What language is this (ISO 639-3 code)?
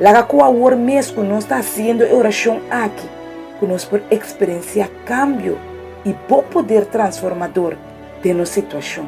pap